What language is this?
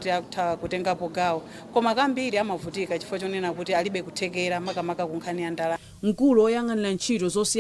Nyanja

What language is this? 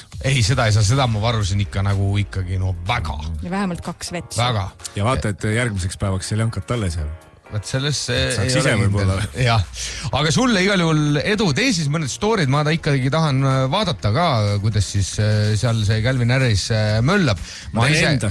Estonian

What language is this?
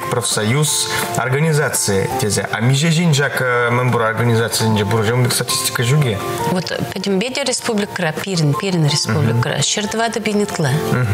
Chuvash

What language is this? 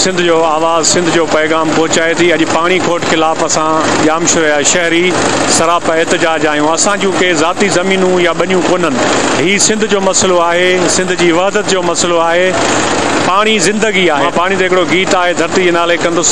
Sindhi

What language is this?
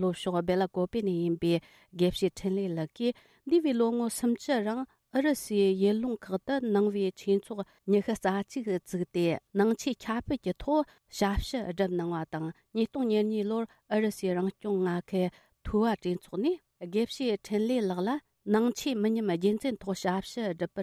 Tibetan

